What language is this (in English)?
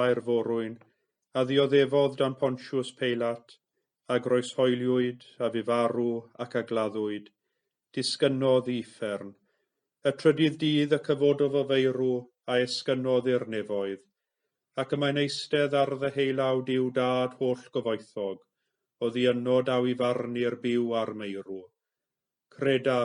Welsh